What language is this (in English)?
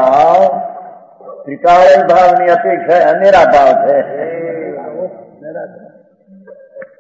Gujarati